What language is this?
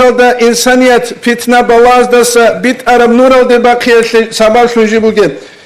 Avaric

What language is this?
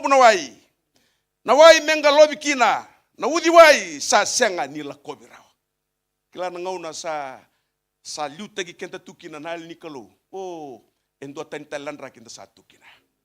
Fijian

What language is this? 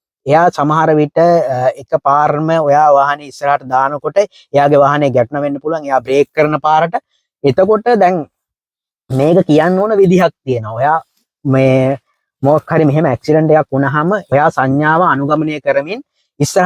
Sinhala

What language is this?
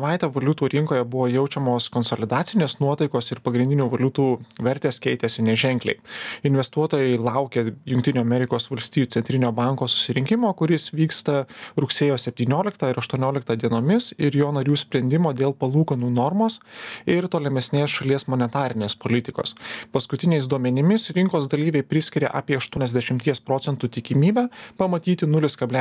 Lithuanian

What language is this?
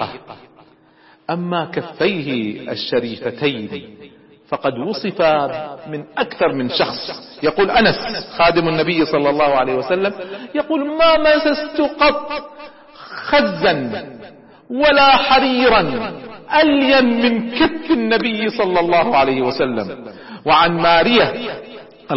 Arabic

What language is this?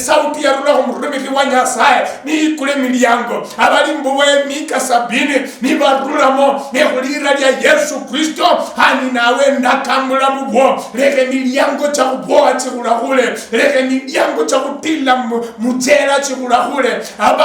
Luyia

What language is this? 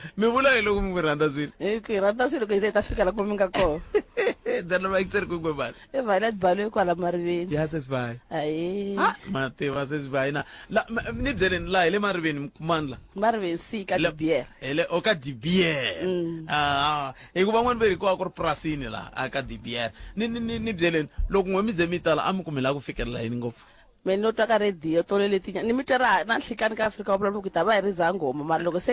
Tsonga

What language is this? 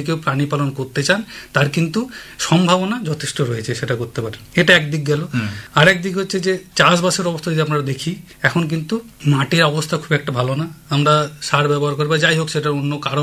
Bangla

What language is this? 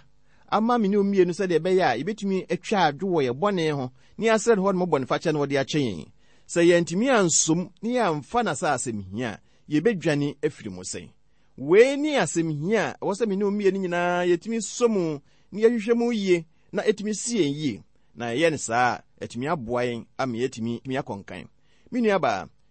Akan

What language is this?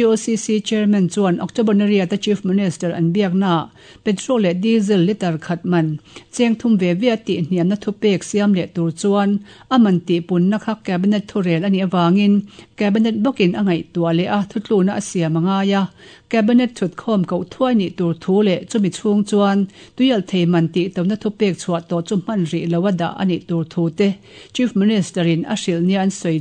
Mizo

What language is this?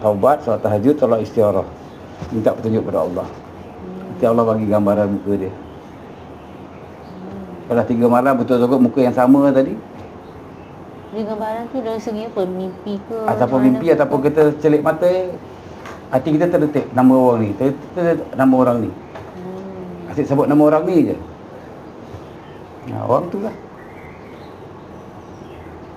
Malay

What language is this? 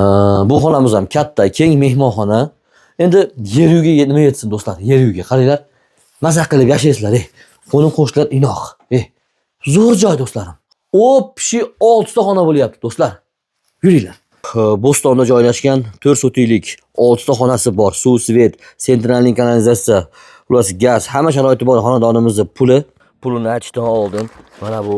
Uzbek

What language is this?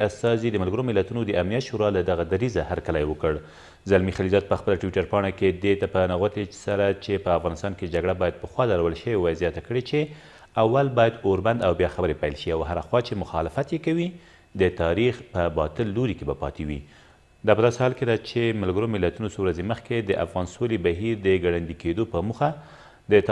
Pashto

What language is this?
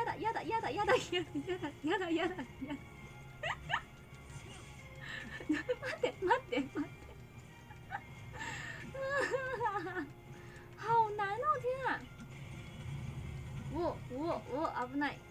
Chinese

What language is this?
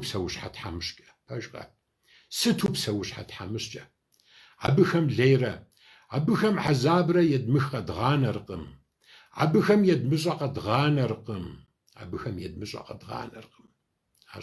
Kabardian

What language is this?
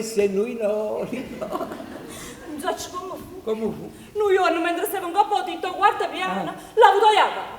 Neapolitan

